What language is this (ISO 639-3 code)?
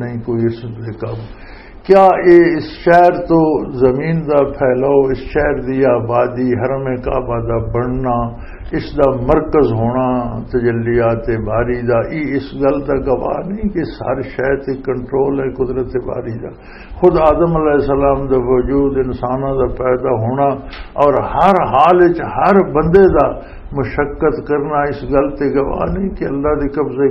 lah